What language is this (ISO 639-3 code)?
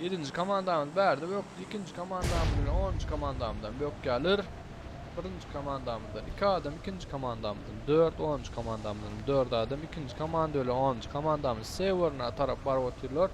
tuk